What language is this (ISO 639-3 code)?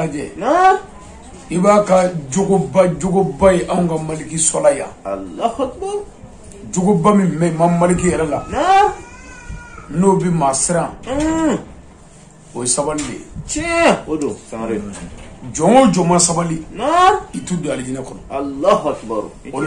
bam